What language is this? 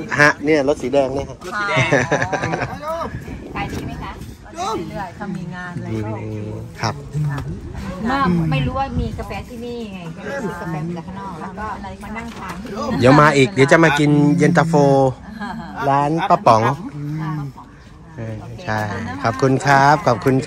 Thai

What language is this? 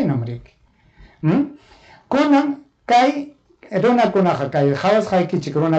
Ayacucho Quechua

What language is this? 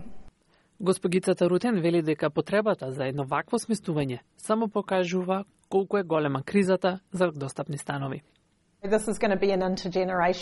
Macedonian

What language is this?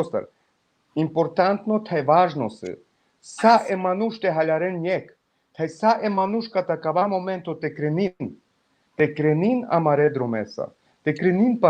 Balkan Romani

